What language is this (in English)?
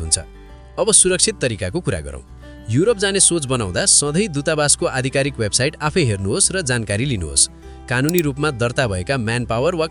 Nepali